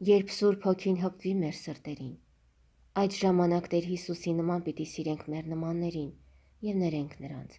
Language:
Armenian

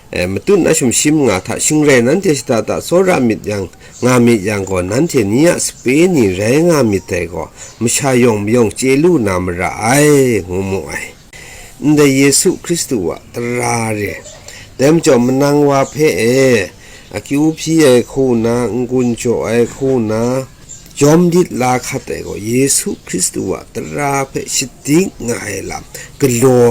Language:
Kachin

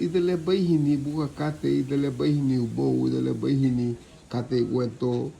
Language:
Garifuna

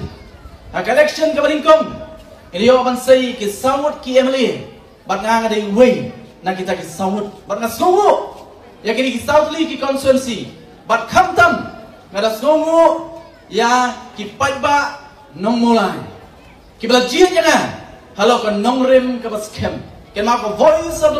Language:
Khasi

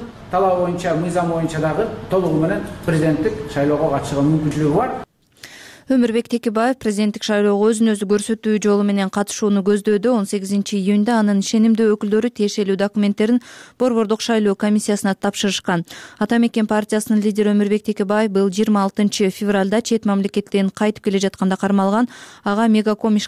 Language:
Kyrgyz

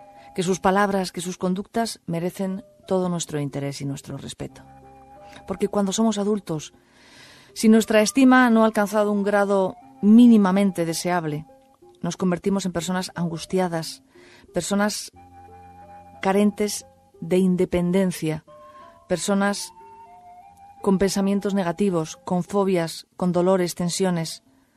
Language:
Spanish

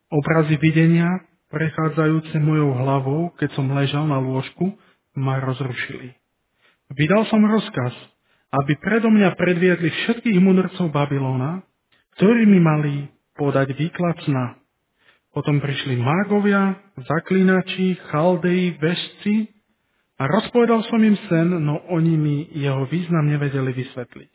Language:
Slovak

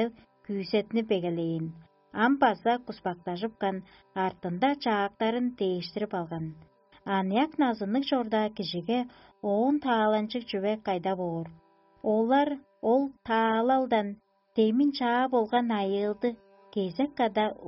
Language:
Tuvinian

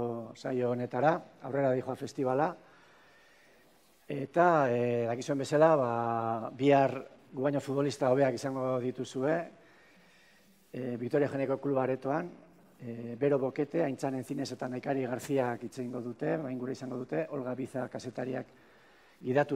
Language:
Basque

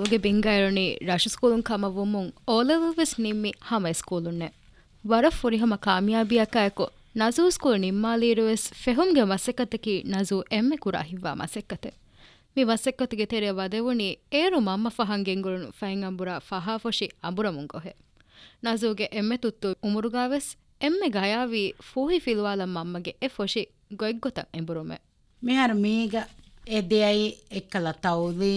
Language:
Divehi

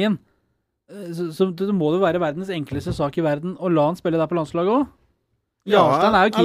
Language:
Norwegian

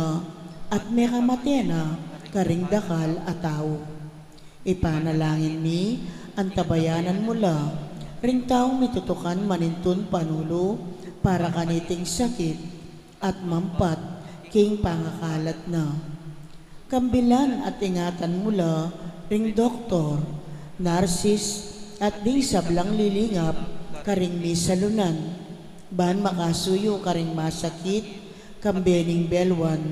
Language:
Pampanga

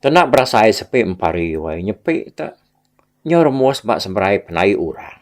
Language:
Iban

